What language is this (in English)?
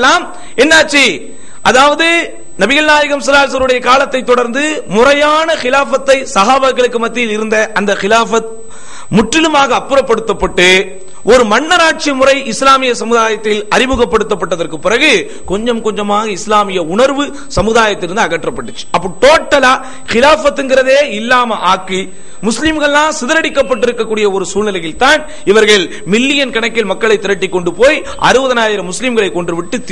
Tamil